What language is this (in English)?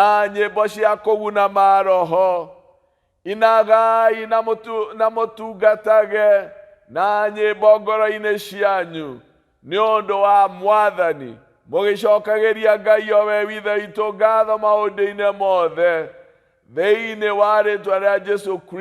Kikuyu